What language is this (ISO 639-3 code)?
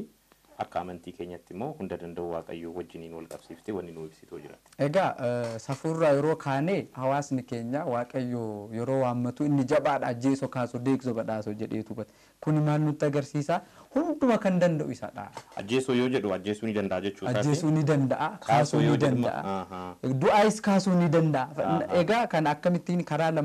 orm